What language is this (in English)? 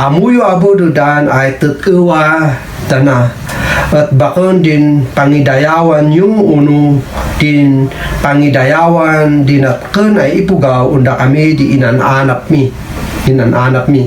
Kankanaey